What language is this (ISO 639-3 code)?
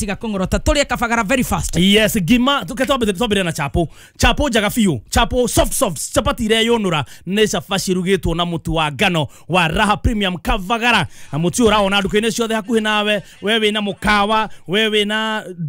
kik